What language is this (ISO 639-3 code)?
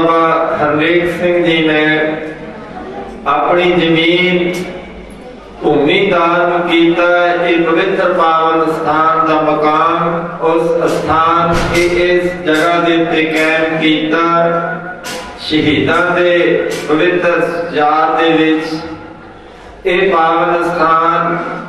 pan